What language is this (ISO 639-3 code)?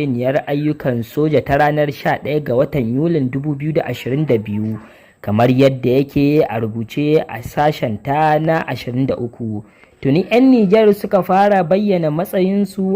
hau